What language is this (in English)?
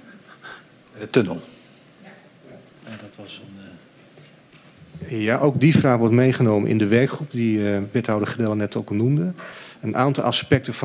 Dutch